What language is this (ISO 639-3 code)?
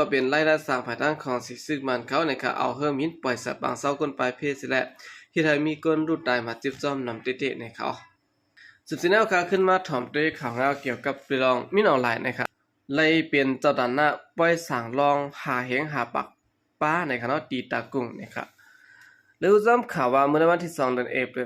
shn